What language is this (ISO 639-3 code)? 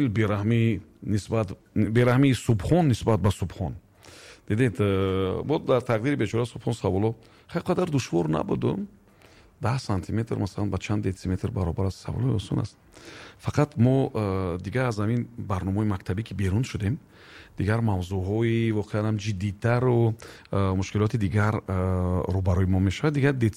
tgk